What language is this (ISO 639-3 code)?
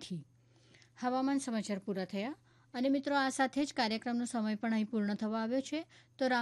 guj